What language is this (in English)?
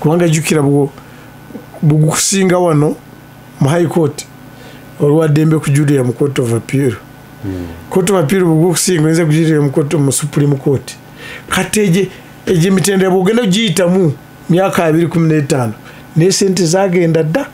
Ganda